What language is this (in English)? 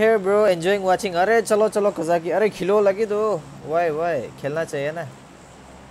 Hindi